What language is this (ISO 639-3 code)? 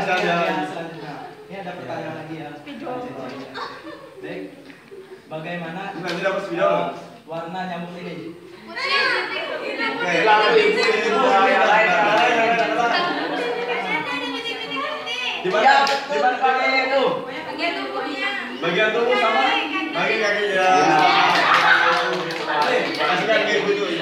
ind